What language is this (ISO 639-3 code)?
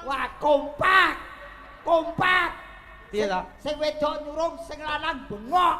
jav